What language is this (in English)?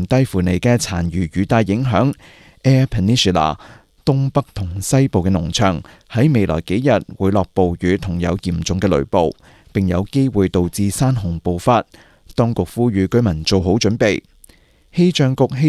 Cantonese